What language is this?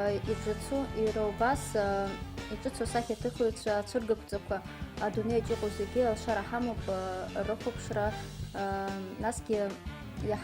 Abkhazian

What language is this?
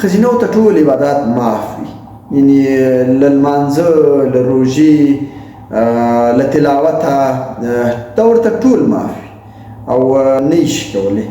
Pashto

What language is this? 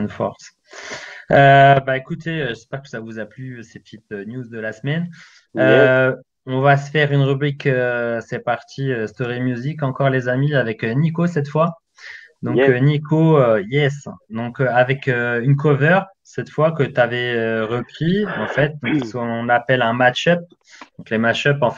French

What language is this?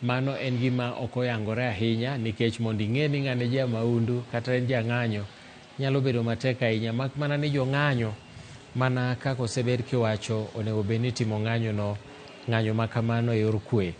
Luo (Kenya and Tanzania)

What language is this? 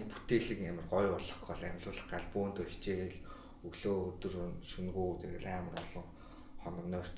Mongolian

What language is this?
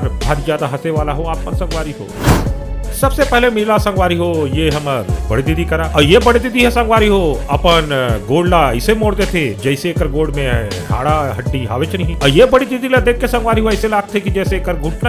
Chhattisgarhi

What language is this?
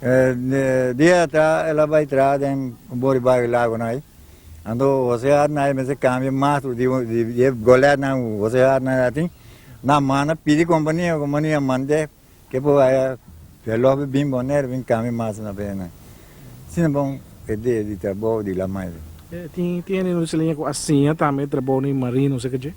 Papiamento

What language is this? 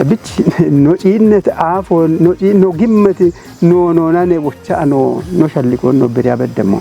Kafa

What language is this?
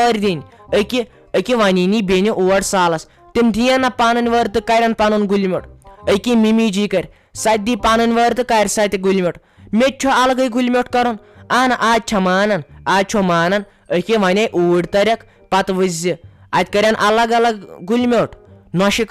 Kashmiri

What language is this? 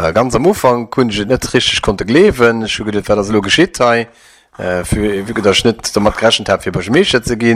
Luxembourgish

